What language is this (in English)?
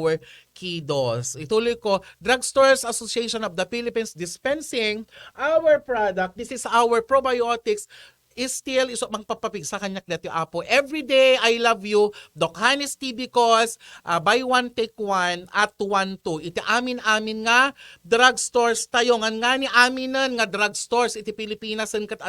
Iloko